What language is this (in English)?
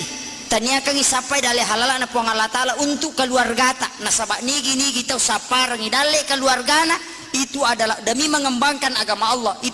Buginese